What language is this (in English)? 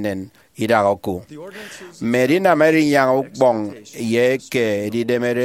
Efik